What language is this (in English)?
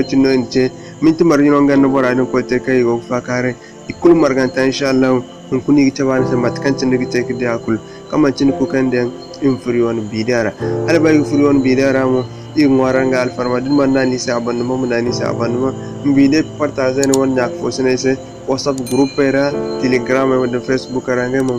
Zarma